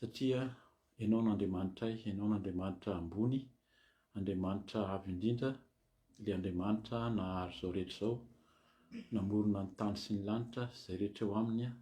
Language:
Malagasy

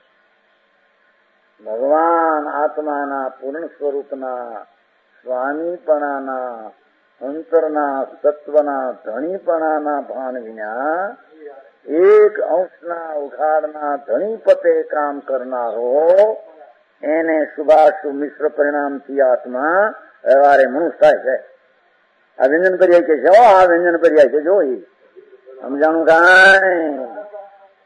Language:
Gujarati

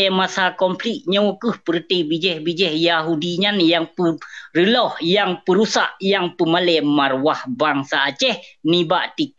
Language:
Achinese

